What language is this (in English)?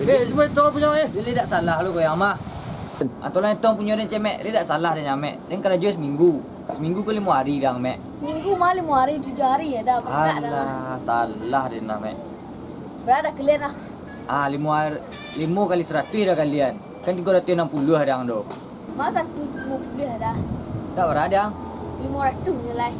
Minangkabau